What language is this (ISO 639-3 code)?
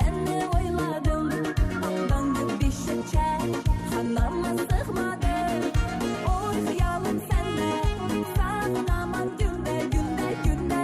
kaa